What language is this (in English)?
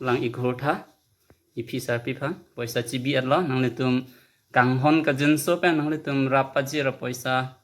Karbi